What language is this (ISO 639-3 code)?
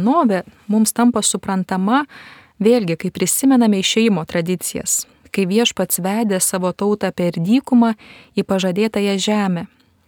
lit